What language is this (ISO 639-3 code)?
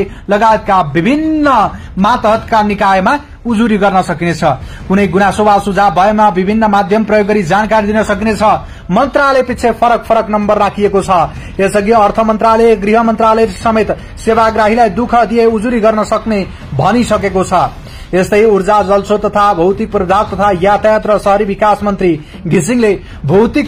nep